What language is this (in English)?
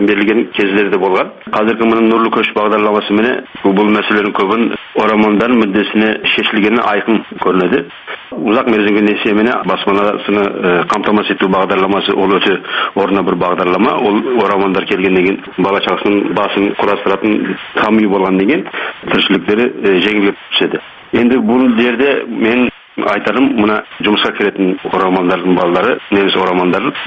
Kazakh